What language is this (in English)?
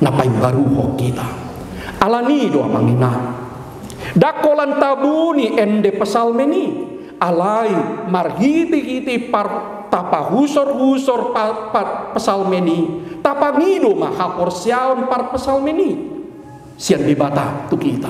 Batak Toba